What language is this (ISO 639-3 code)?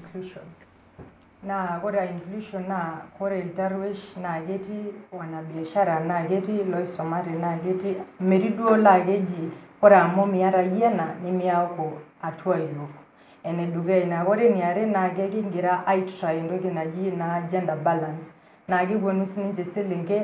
mas